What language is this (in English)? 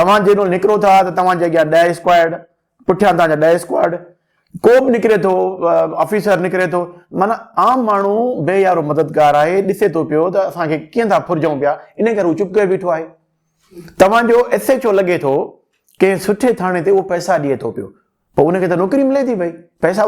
Sindhi